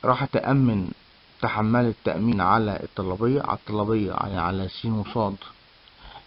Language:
Egyptian Arabic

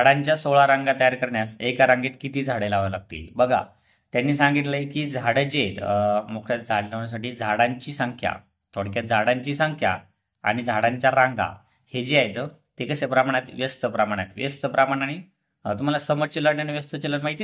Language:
Marathi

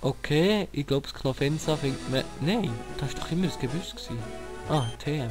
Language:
Swiss German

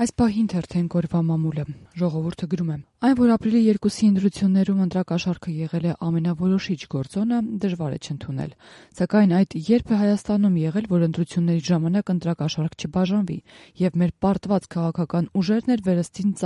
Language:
Armenian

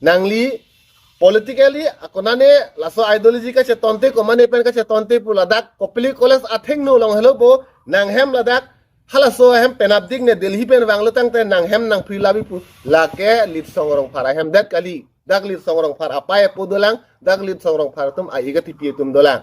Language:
Karbi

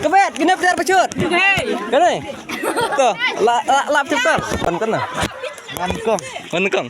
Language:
Khasi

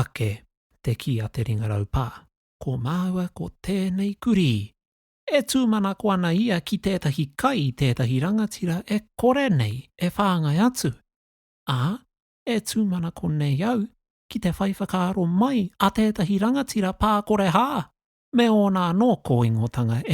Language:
Māori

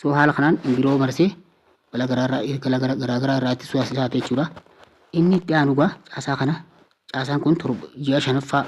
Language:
Oromo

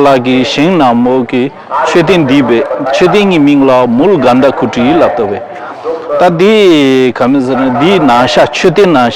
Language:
Tibetan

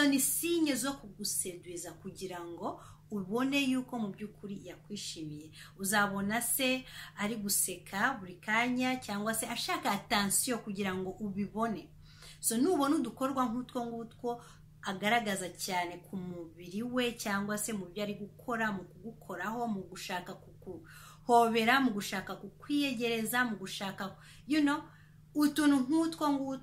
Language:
Kinyarwanda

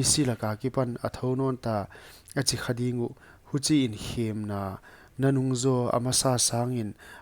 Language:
Paite Chin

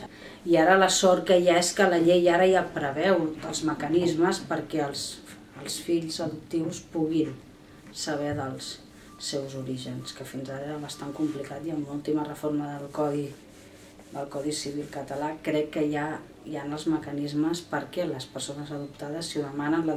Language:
Catalan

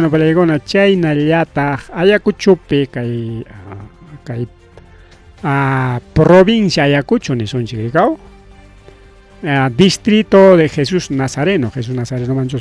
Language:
Ayacucho Quechua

